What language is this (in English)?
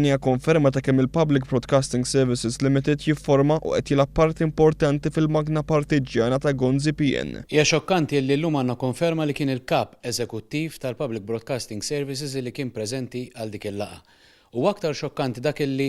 Maltese